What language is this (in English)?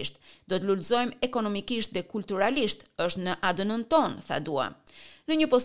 Albanian